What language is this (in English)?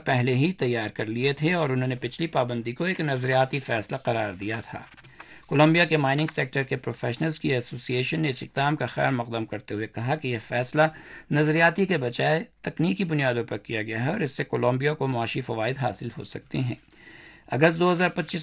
Urdu